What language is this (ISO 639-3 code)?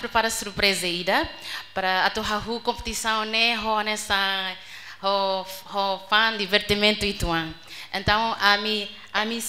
tet